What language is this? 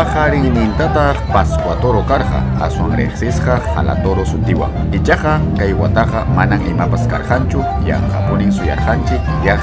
Ayacucho Quechua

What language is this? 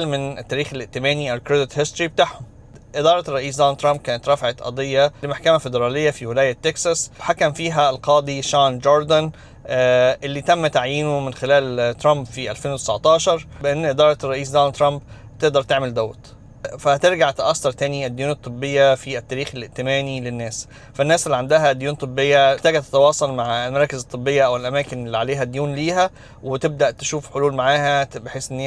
Egyptian Arabic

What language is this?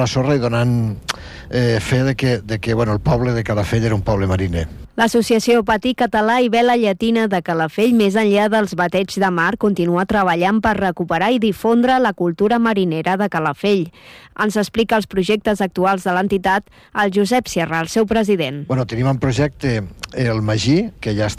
Catalan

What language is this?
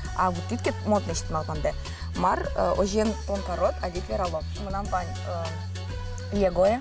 Udmurt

